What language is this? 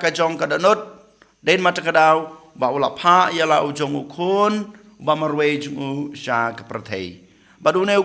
Khasi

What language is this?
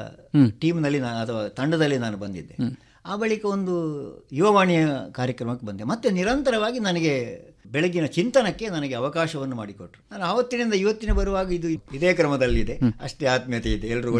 Kannada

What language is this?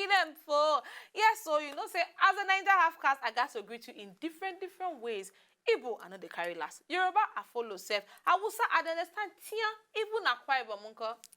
Nigerian Pidgin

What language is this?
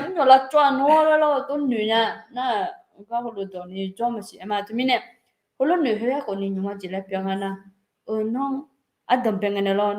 Akha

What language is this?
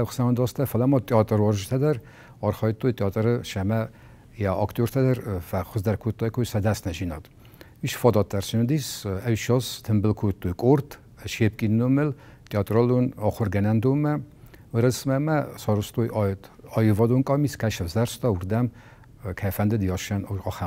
Ossetic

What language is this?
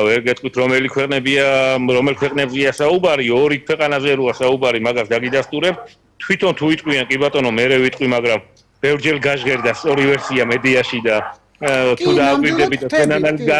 Georgian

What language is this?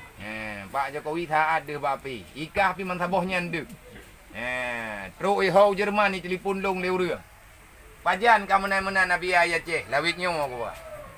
Achinese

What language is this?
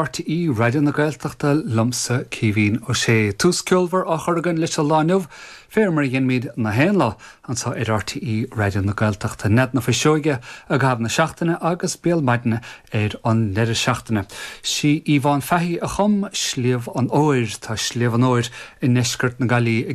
Irish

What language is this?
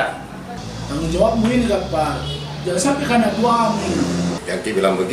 Makassar Malay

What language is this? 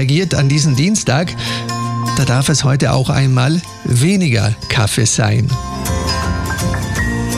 German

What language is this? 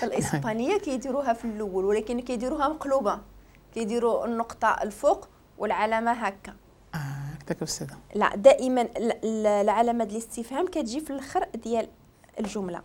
Moroccan Arabic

